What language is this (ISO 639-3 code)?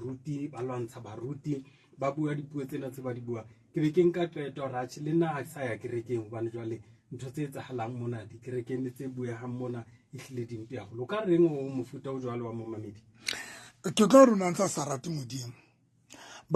sot